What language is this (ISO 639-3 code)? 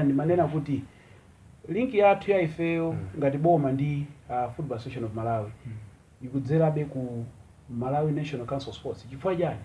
nya